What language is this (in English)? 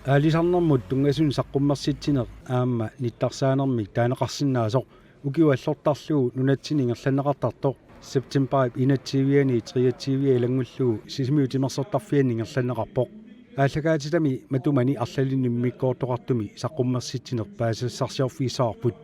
Kalaallisut